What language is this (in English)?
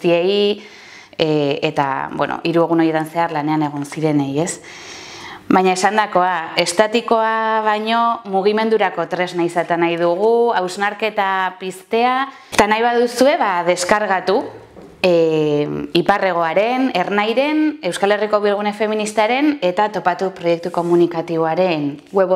Basque